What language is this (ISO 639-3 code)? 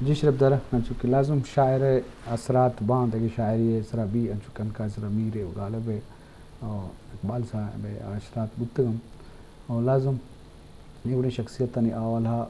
bgp